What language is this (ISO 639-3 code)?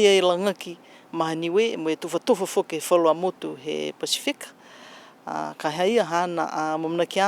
niu